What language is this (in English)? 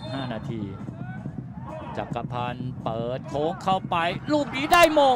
Thai